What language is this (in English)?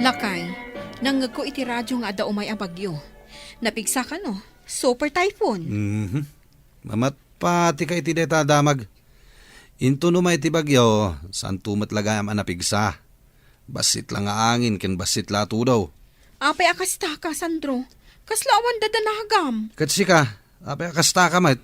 Iloko